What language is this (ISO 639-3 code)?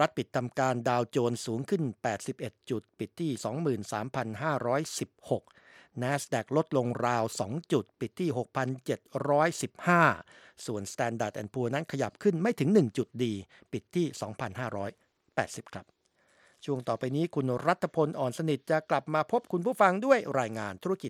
tha